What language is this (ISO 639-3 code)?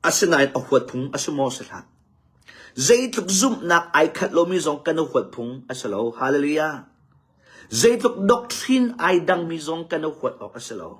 cnh